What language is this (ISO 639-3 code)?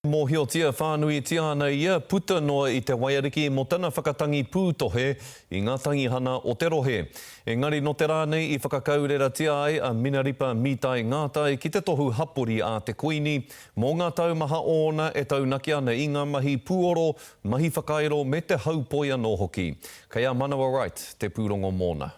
mri